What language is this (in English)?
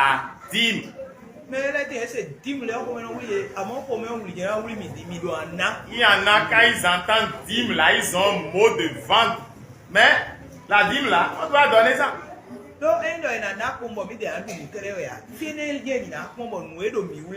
Fon